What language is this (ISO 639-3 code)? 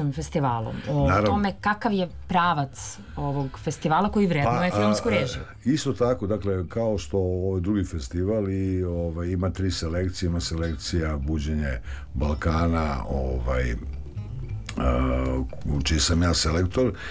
srp